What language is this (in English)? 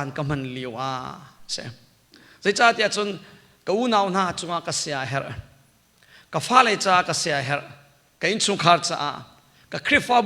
Hakha Chin